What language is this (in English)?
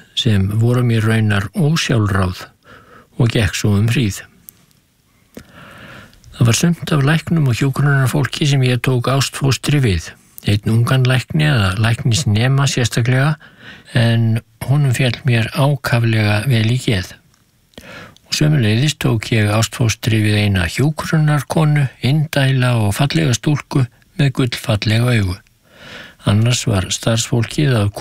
Icelandic